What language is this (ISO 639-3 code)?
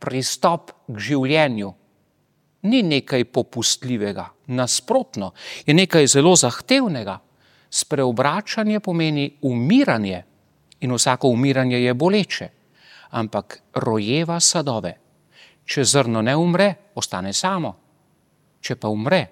slv